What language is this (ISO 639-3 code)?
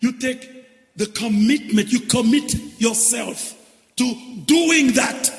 hat